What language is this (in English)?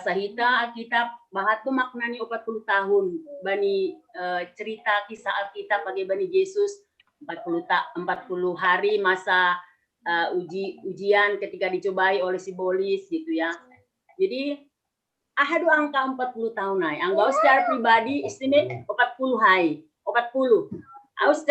Batak Simalungun